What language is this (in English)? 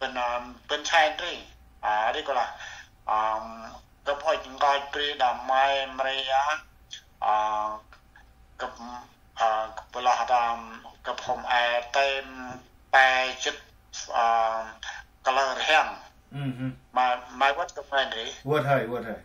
Central Mnong